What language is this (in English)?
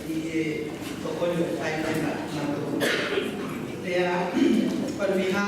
Tongan